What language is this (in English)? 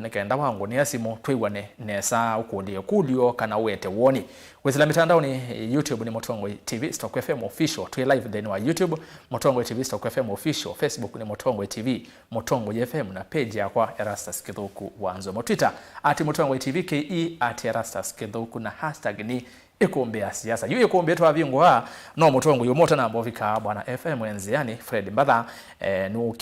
Kamba